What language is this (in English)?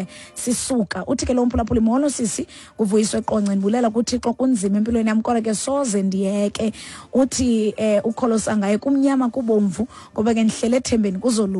Xhosa